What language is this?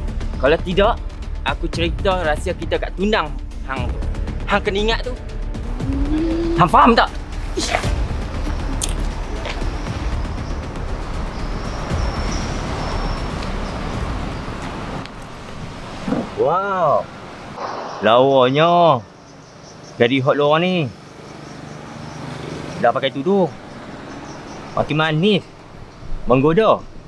Malay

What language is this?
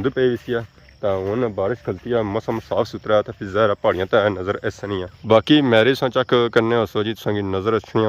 Pahari-Potwari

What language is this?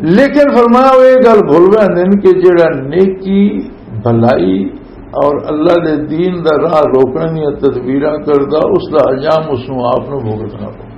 Western Panjabi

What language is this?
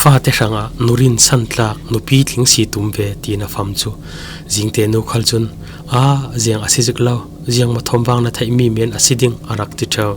Falam Chin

